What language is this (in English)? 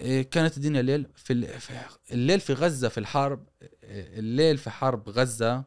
Gulf Arabic